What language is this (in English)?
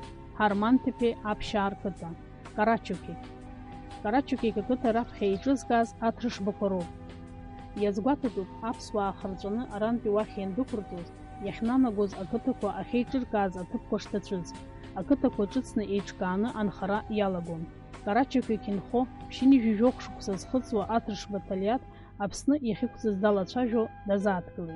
Abkhazian